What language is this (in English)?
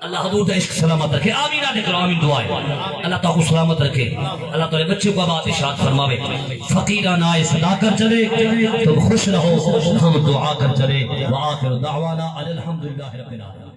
Saraiki